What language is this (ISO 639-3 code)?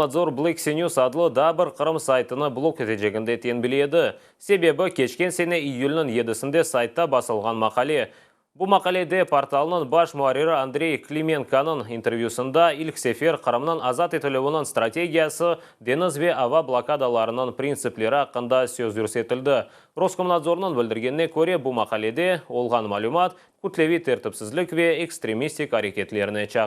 crh